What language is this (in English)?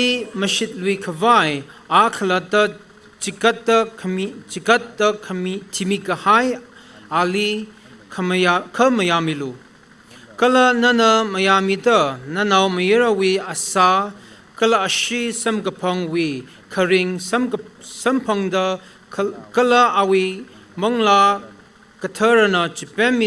Tangkhul Naga (India)